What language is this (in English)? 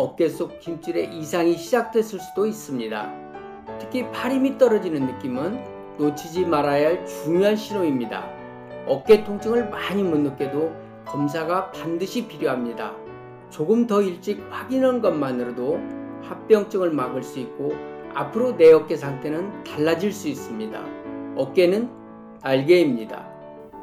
Korean